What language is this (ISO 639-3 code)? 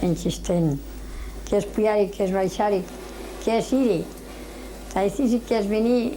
arg